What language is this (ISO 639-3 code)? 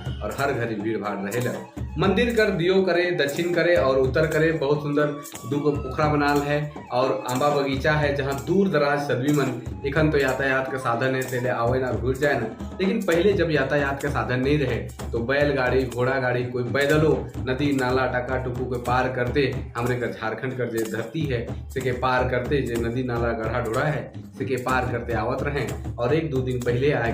sck